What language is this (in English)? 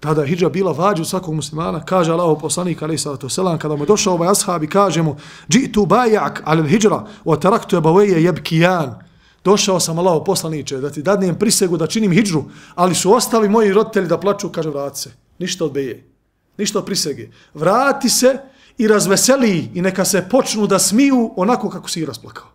Bosnian